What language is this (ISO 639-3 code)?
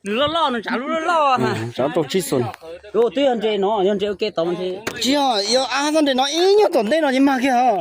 hmn